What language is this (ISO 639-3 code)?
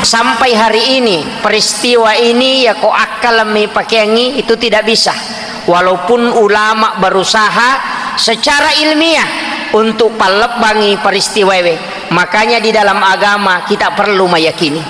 bug